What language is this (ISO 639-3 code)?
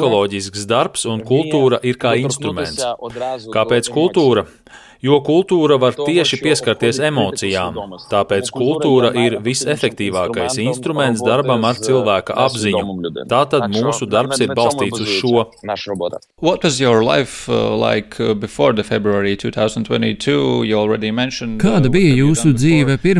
lav